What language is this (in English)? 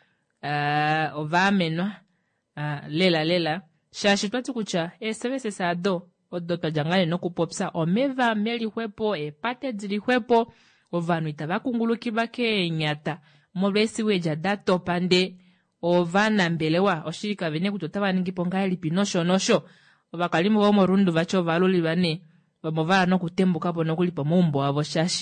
Kuanyama